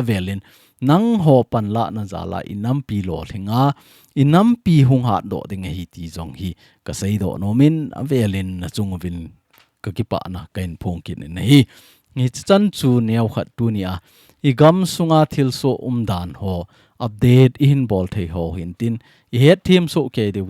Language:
Thado Chin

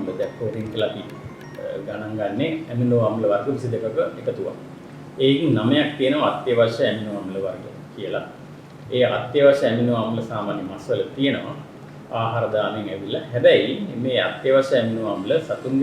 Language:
Sinhala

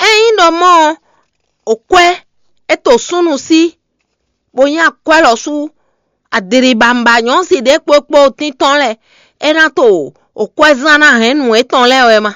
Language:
Fon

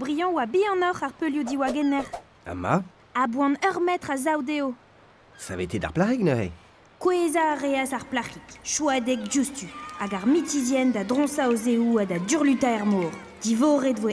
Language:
Breton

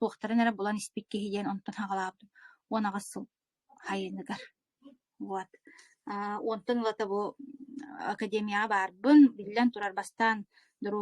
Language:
Yakut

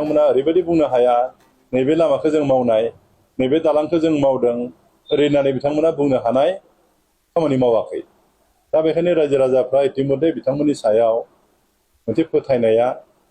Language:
Bodo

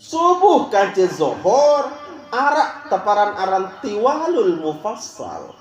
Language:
Sasak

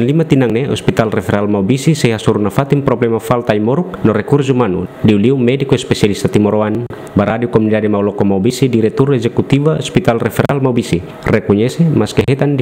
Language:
Tetum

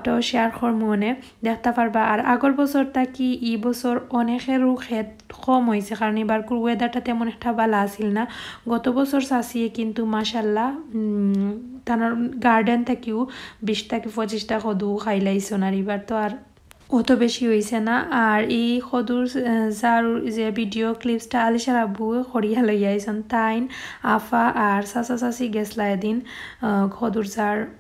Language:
Sylheti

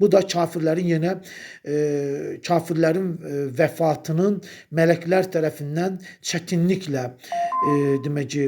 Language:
Azerbaijani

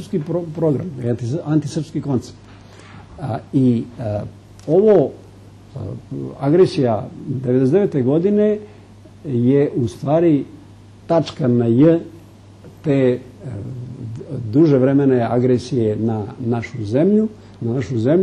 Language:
Serbian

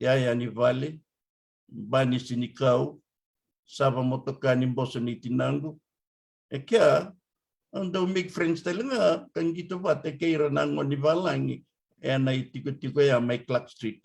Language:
Fijian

